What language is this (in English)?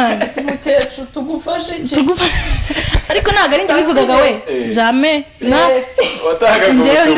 Kinyarwanda